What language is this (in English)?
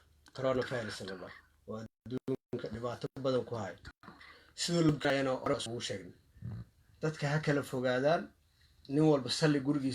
Somali